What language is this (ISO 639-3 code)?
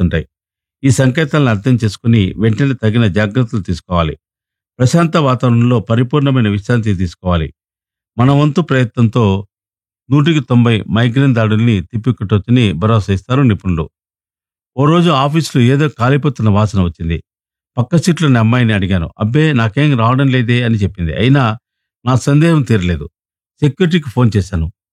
tel